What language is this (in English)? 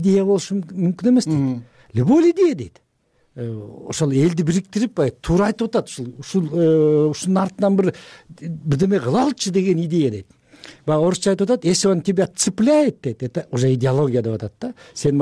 Kyrgyz